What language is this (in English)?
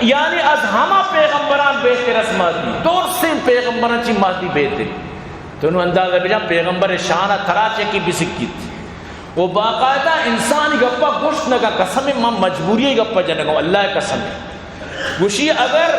Eastern Balochi